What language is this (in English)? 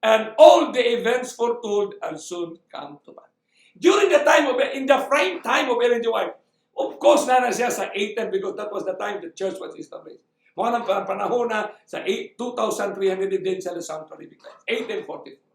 Cebuano